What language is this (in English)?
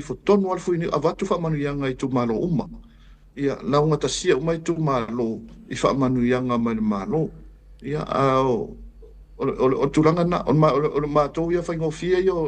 Samoan